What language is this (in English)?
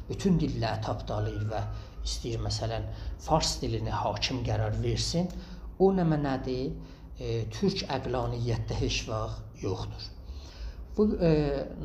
South Azerbaijani